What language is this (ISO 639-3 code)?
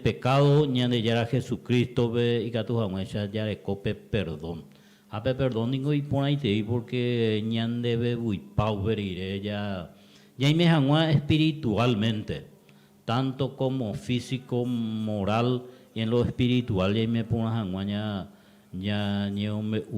grn